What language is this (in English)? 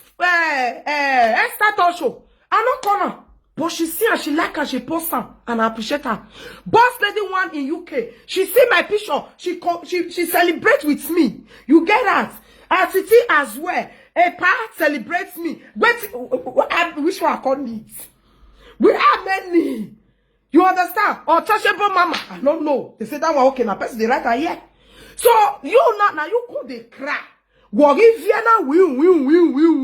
Nigerian Pidgin